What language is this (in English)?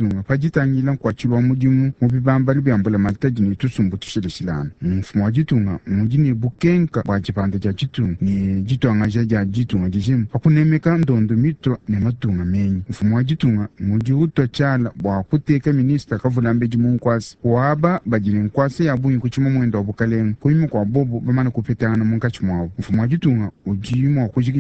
Luba-Lulua